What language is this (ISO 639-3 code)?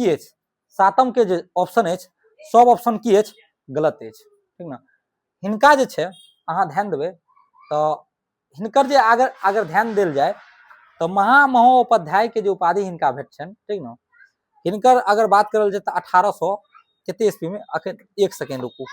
mai